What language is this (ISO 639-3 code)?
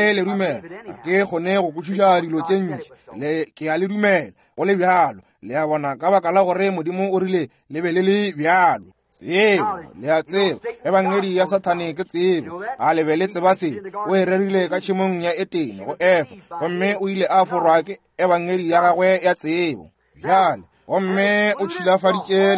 nso